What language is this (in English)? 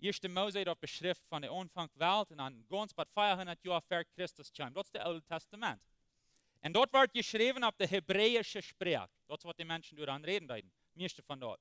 Plautdietsch